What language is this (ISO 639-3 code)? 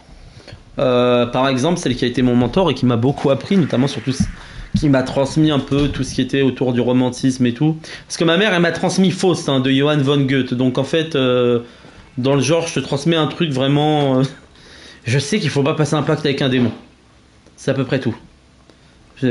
fra